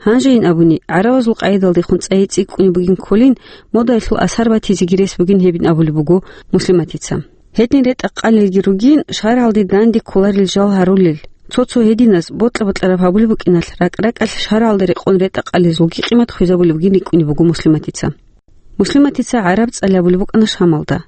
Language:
Avaric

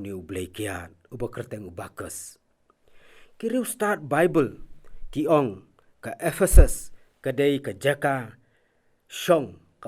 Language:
Khasi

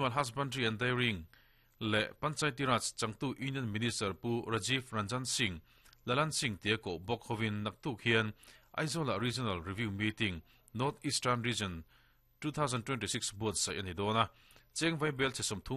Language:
Mizo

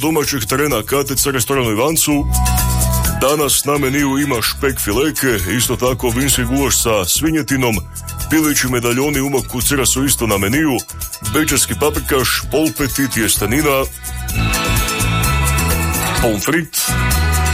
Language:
Croatian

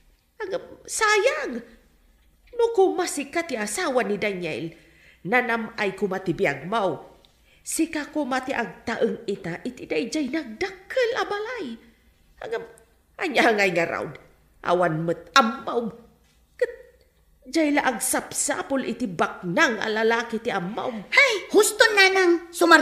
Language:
Iloko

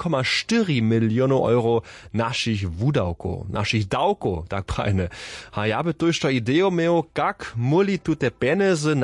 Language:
Upper Sorbian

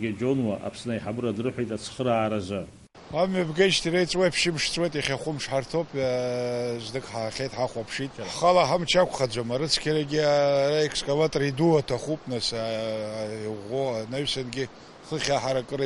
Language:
Abkhazian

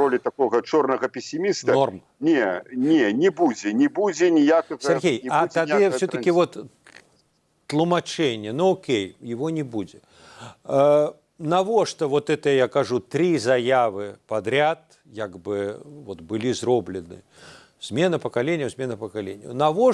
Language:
Belarusian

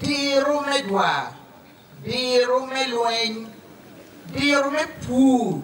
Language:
Acoli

